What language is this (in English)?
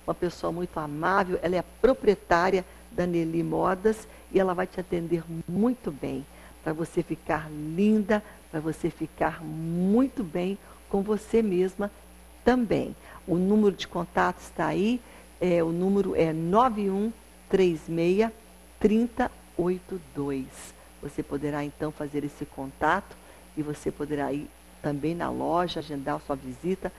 Portuguese